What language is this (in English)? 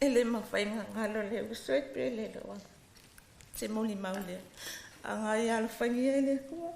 Samoan